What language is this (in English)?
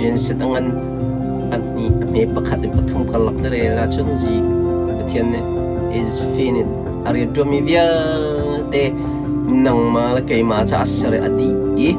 Hakha Chin